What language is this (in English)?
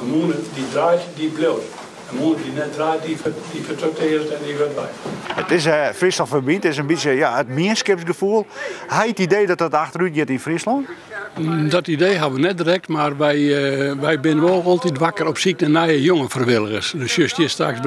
Western Frisian